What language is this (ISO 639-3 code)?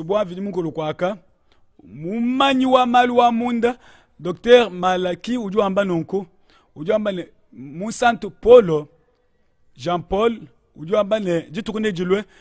lua